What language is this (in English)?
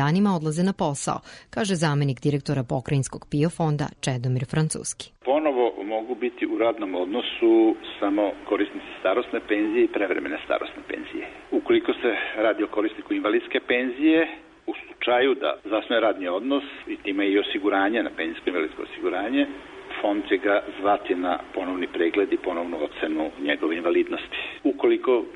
Serbian